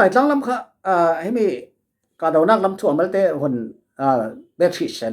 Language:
Falam Chin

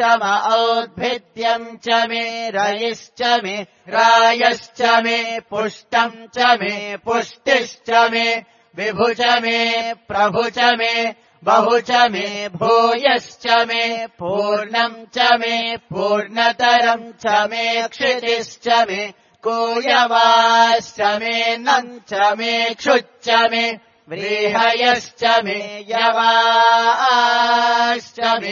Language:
Sanskrit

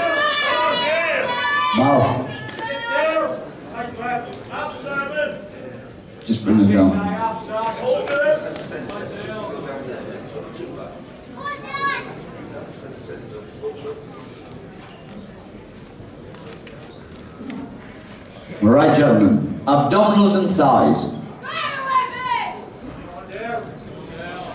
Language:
English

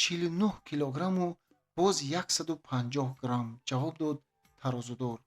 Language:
Tajik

